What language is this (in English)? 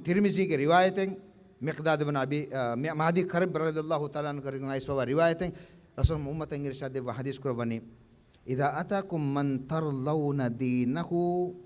Divehi